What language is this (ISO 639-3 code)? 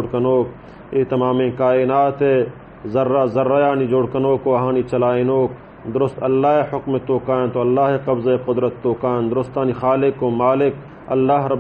bal